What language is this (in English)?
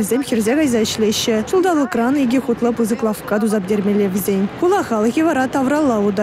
Chuvash